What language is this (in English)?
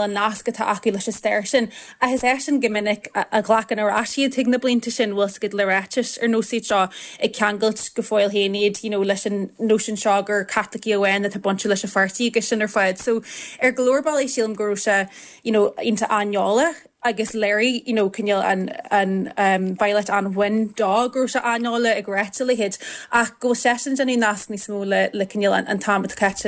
Irish